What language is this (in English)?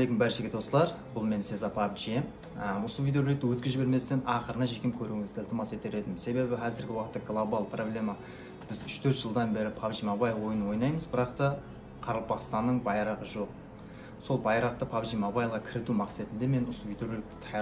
Kara-Kalpak